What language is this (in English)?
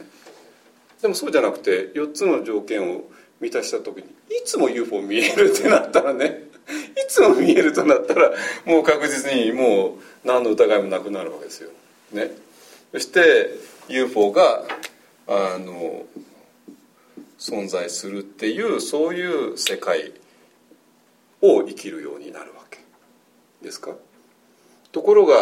Japanese